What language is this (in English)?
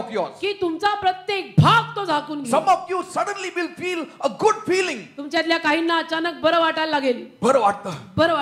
Marathi